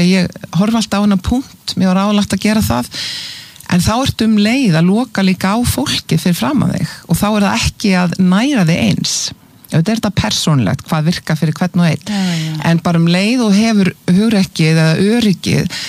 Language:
Icelandic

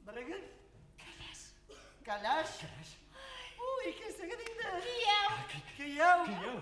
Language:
Bashkir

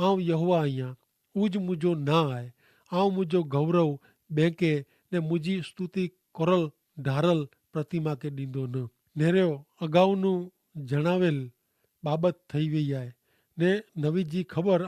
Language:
Kachhi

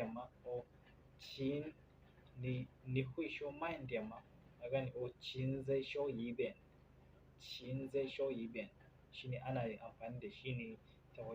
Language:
Hausa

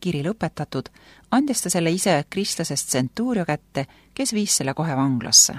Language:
Estonian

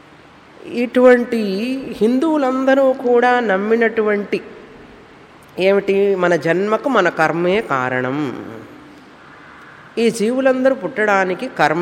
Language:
Telugu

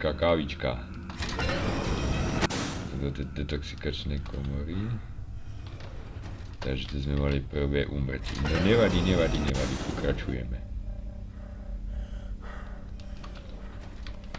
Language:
Slovak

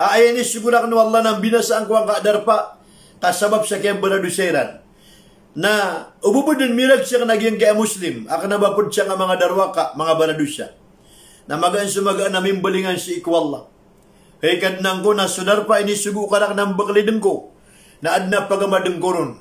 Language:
Maranao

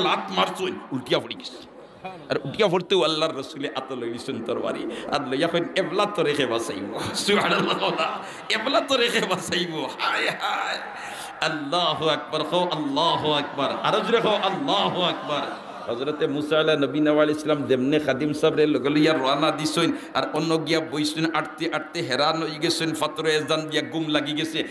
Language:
Sylheti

